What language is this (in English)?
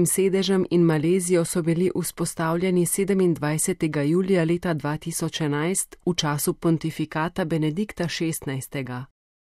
Slovenian